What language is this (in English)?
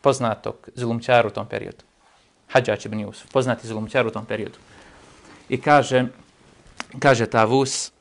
Bosnian